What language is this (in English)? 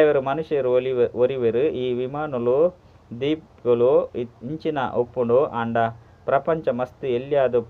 Tulu